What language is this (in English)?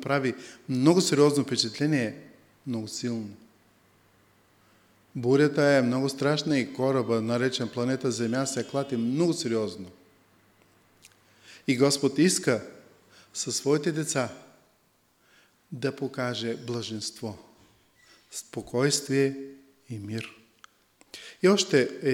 Bulgarian